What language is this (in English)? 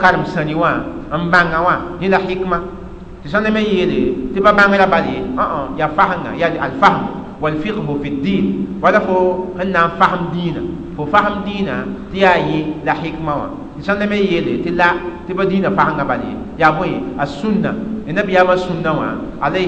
Mossi